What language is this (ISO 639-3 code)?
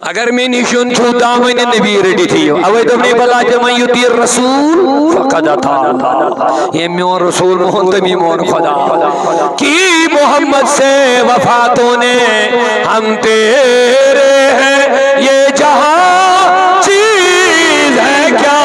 kas